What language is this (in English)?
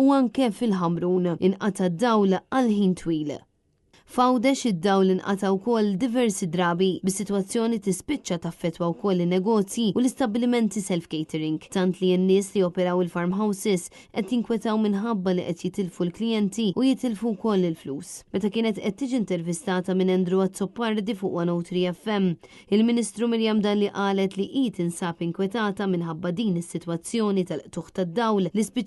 Maltese